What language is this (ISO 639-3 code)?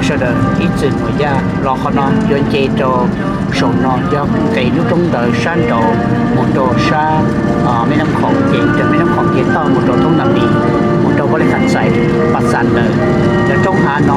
hmn